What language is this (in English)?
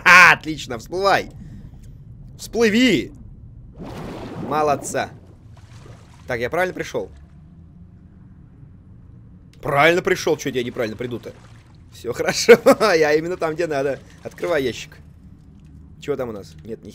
Russian